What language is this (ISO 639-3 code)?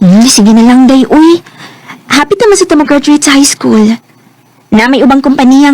ceb